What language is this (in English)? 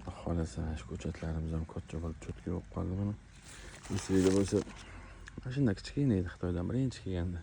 Uzbek